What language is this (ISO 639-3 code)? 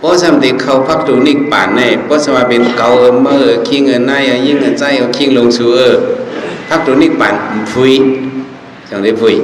shn